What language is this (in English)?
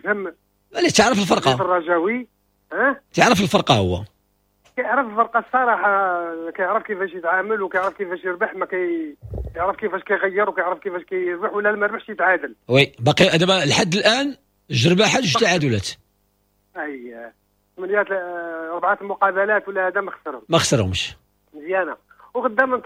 Moroccan Arabic